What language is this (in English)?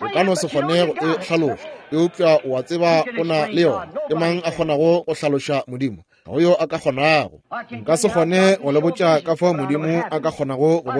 Northern Sotho